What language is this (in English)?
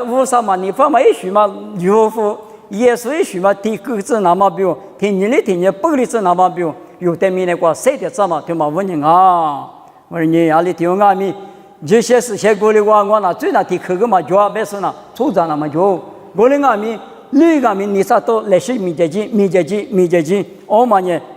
Lisu